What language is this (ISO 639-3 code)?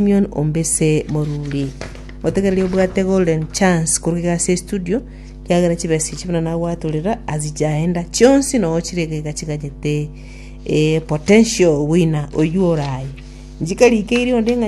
guz